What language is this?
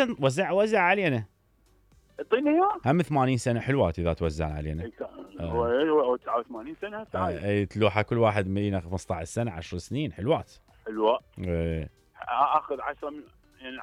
Mesopotamian Arabic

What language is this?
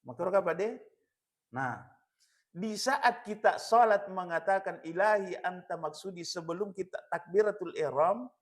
Buginese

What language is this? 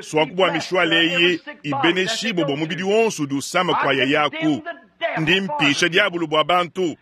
Luba-Lulua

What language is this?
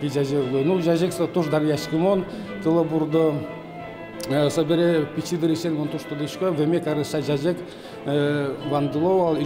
Udmurt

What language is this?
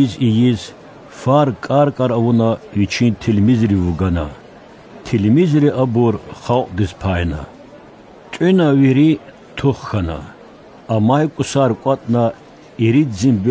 Lezghian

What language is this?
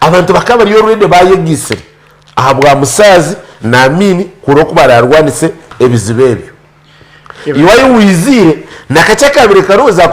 Nyankole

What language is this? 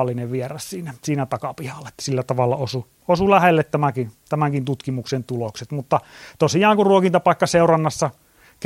Finnish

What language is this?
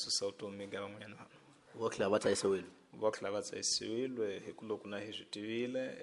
Tsonga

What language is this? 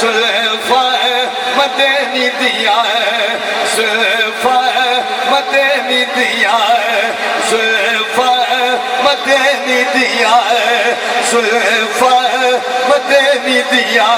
Saraiki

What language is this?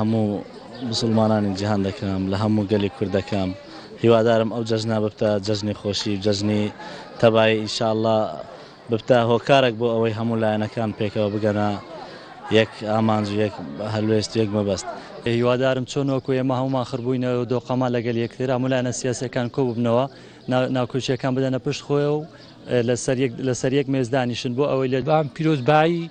Central Kurdish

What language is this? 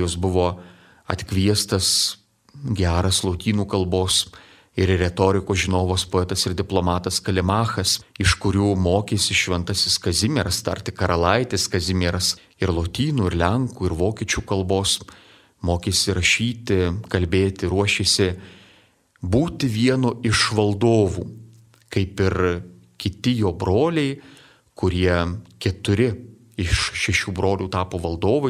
Lithuanian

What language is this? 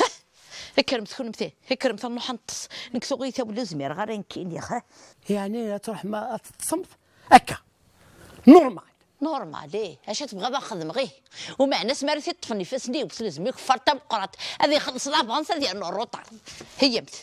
Kabyle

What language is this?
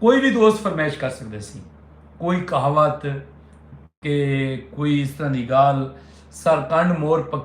Saraiki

